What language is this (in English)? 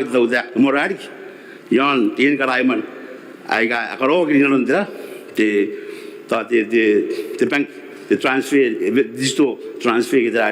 Gilbertese